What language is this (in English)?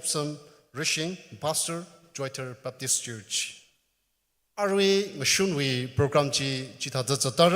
Tangkhul Naga (India)